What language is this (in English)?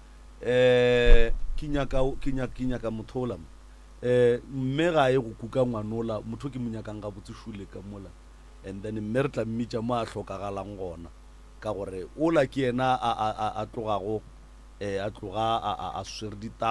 Northern Sotho